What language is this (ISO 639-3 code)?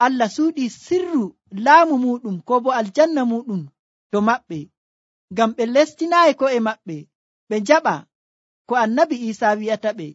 fuv